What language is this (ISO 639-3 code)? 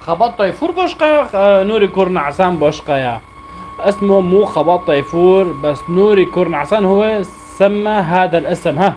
apc